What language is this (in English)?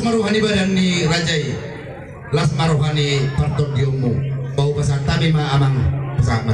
Batak Toba